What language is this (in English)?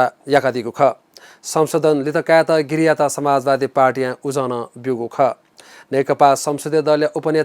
Newari